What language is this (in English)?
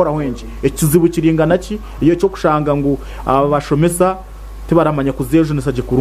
Nyankole